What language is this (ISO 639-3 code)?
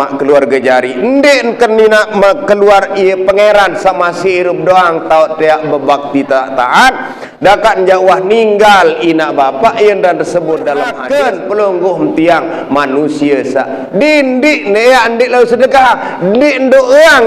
sas